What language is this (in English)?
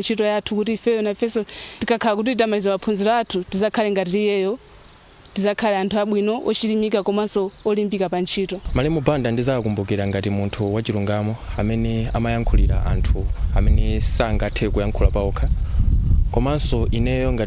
Nyanja